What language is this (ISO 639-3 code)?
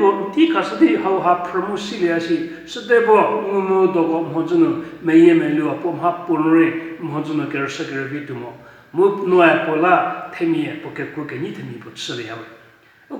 njm